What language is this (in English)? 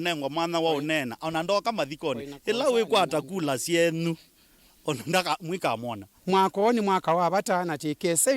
Kamba